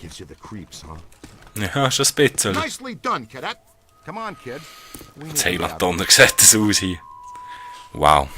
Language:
Swiss German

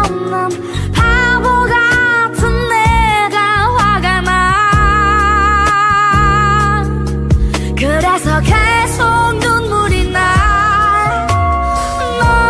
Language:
Korean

